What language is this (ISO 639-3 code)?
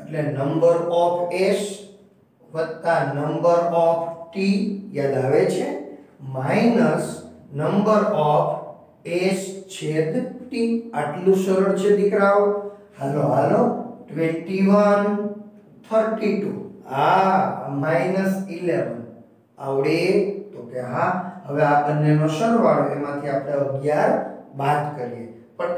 guj